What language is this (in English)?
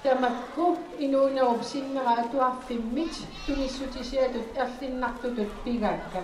Kalaallisut